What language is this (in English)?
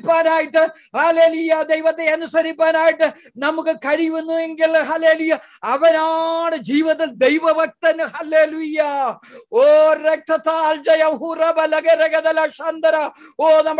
Malayalam